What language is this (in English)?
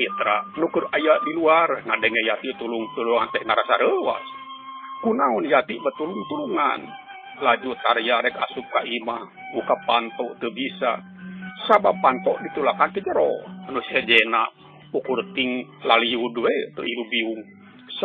Sundanese